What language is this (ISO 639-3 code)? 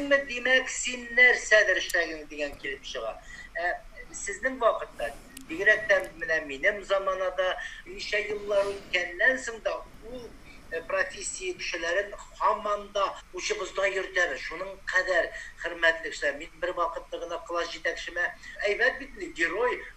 tat